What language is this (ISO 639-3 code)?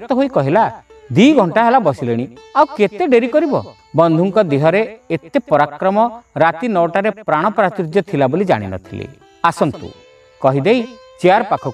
ori